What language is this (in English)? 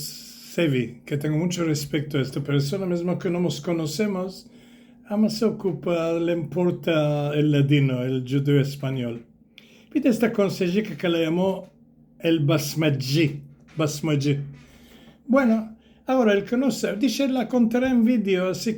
Ladino